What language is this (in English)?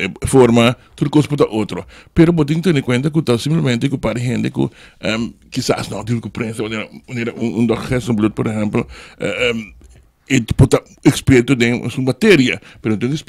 Papiamento